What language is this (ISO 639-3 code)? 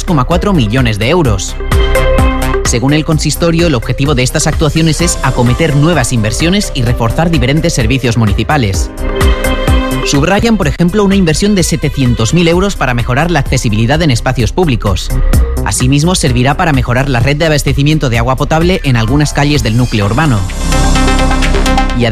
spa